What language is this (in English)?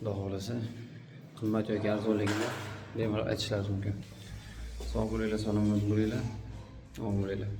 Uzbek